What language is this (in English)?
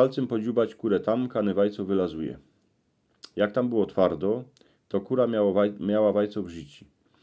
Silesian